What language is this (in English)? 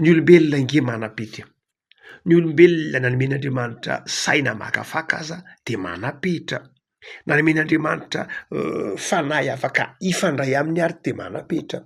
Malagasy